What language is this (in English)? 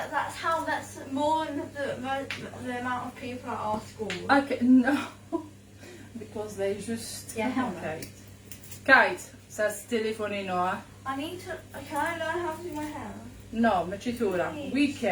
Kabyle